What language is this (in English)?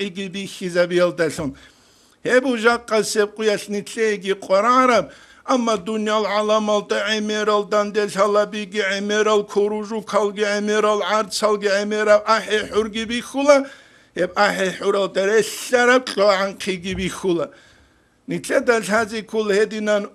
Avaric